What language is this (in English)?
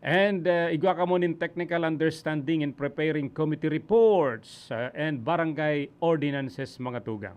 Bikol